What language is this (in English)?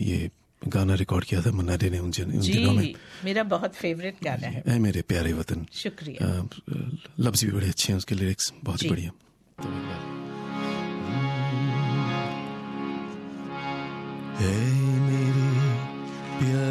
Hindi